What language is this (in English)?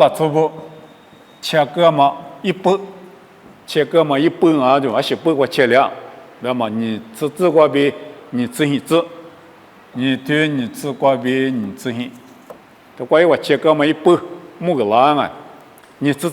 Lisu